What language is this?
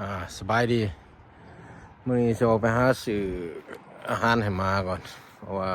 Lao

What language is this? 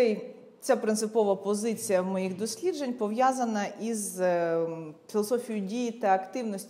Ukrainian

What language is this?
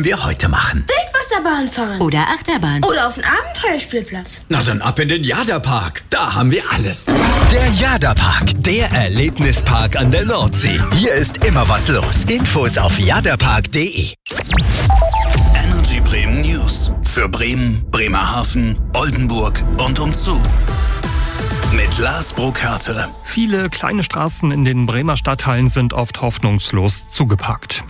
German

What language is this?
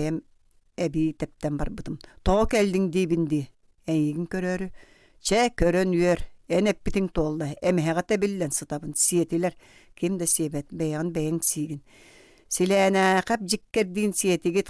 Yakut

